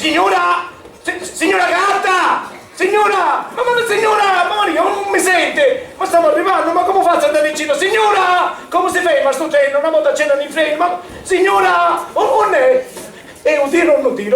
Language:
Sicilian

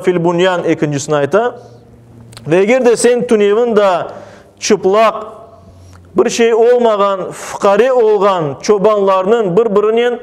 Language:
Crimean Tatar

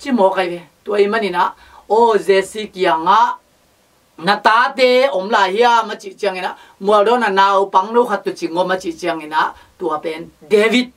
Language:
Tedim Chin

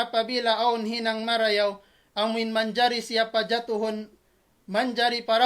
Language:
Tausug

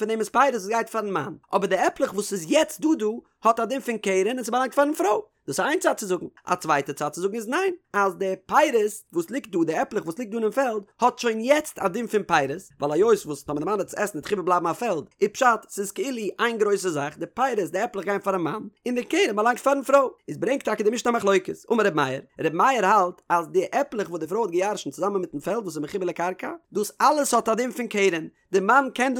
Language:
Yiddish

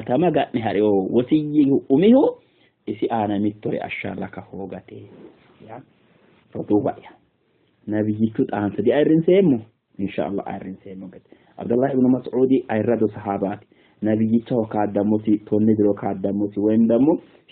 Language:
Sidamo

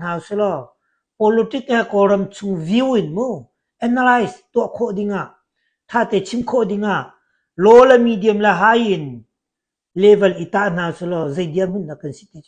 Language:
Hakha Chin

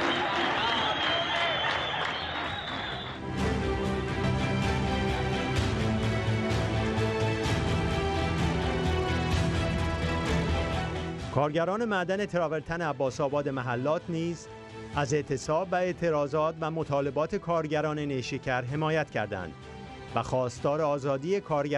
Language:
Persian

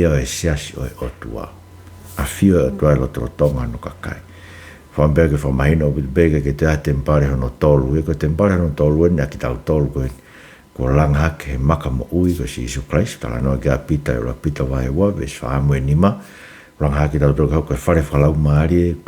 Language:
Tongan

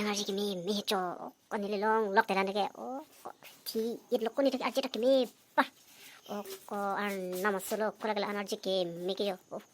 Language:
Karbi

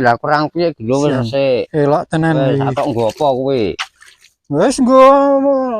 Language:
Javanese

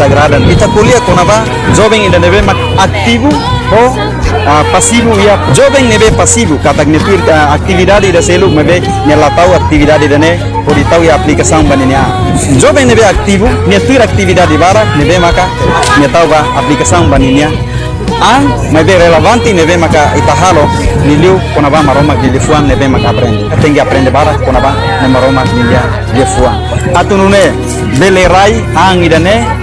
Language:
Tetum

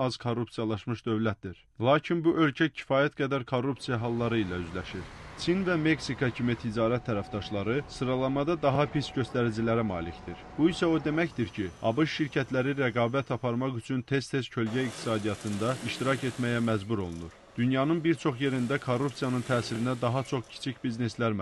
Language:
Azerbaijani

